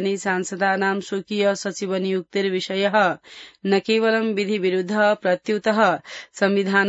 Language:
Sanskrit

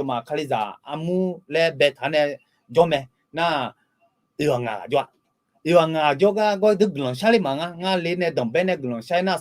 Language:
Akha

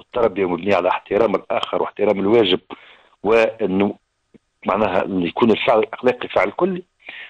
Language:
Tunisian Arabic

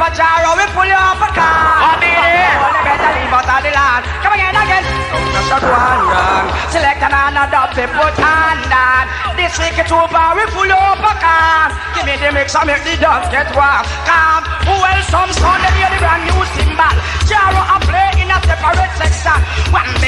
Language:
Jamaican Creole English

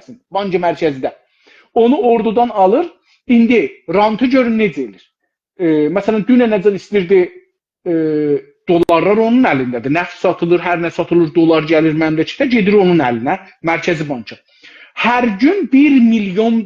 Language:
South Azerbaijani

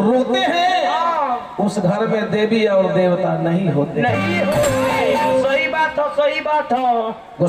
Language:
Bhojpuri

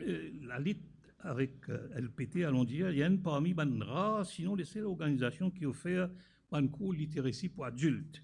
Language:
Morisyen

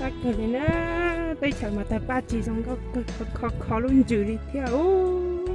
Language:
Hmong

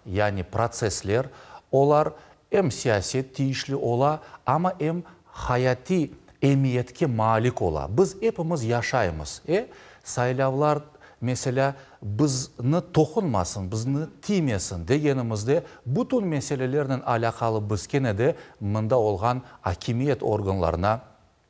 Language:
Crimean Tatar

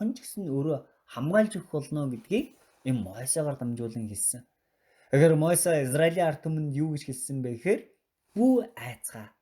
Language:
Mongolian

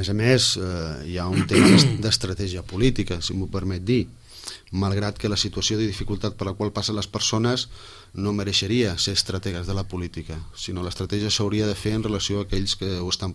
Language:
Catalan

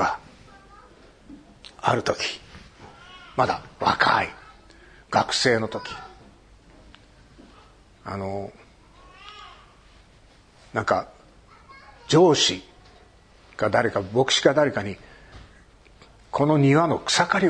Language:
Japanese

